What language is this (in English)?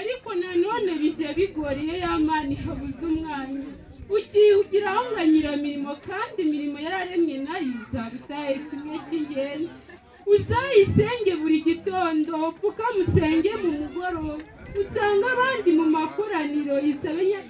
Kinyarwanda